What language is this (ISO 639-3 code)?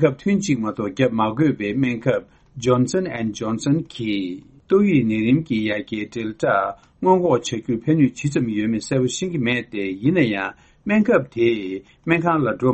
bod